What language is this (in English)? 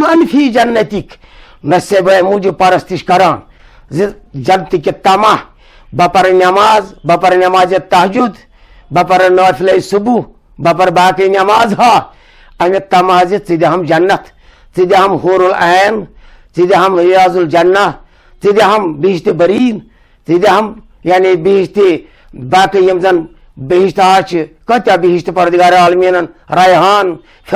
Kashmiri